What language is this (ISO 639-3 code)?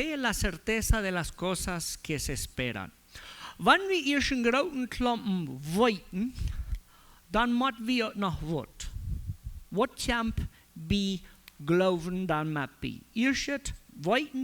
pdt